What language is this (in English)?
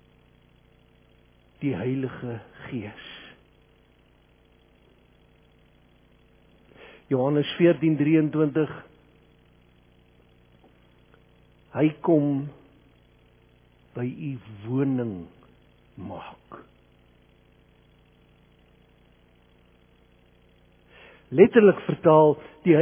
Afrikaans